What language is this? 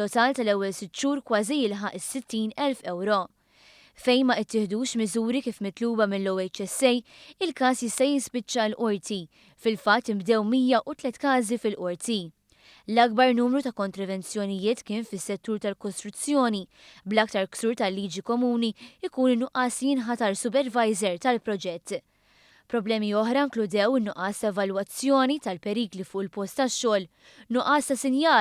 Maltese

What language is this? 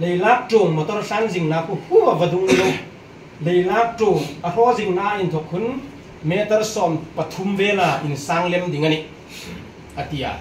Hmar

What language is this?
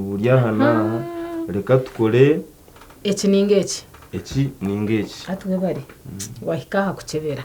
Nyankole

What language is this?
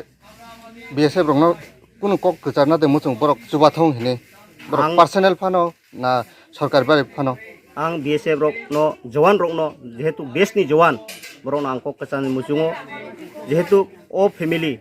Riang (India)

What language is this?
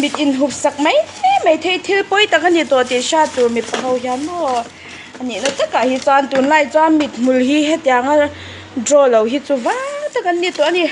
Mizo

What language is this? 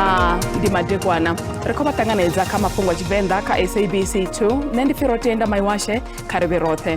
Venda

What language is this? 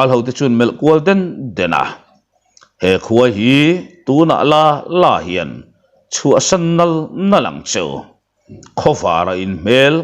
Mizo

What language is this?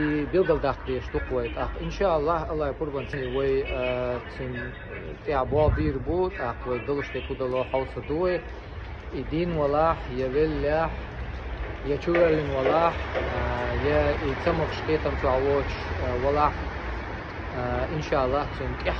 Chechen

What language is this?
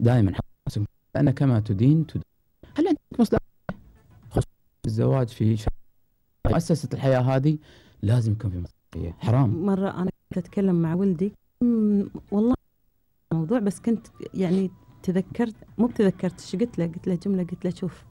Gulf Arabic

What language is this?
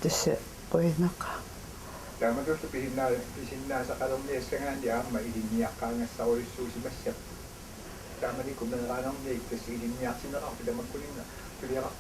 Kalaallisut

